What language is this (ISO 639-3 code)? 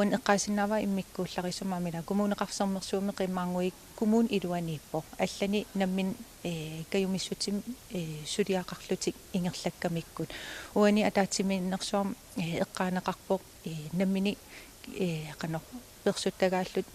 kal